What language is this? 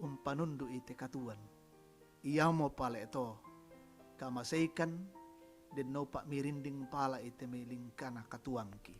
Toraja-Sa'dan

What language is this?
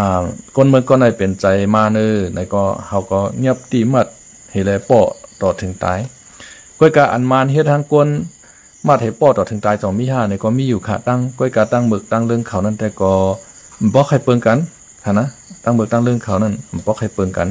Shan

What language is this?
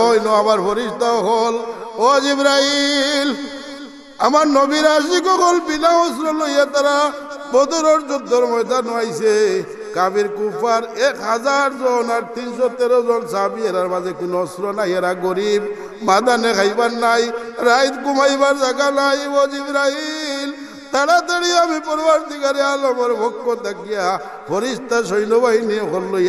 Sylheti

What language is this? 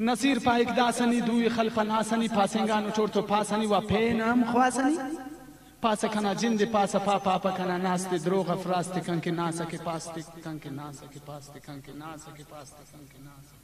Brahui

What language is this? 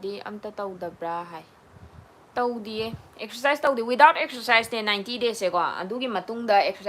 Manipuri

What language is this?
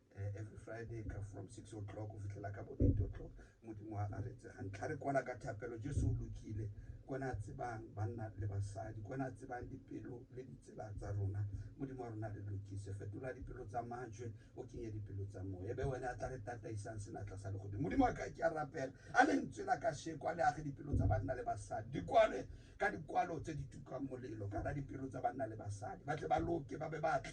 Tswana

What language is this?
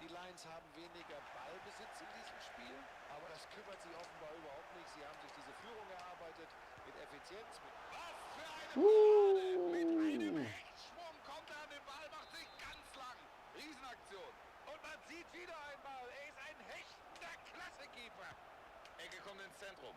Bavarian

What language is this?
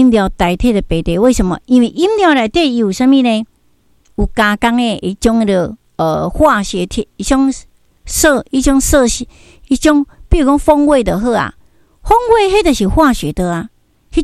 Min Nan Chinese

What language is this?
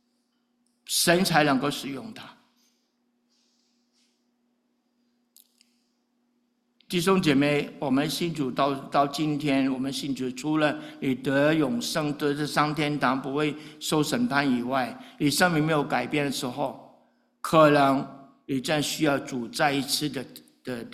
Chinese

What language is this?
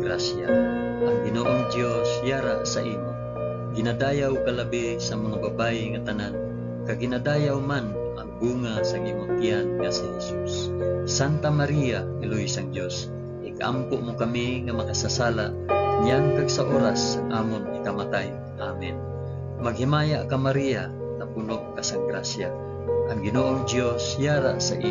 Hiligaynon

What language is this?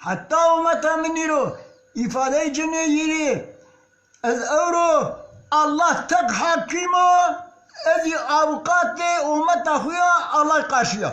Zaza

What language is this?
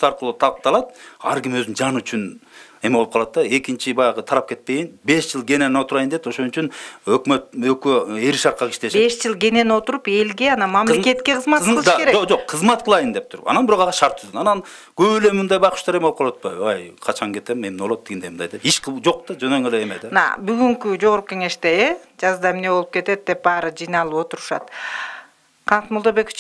Kyrgyz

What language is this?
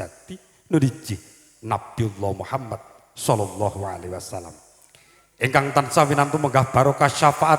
Javanese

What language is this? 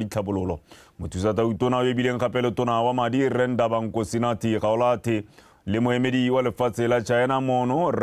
Tswana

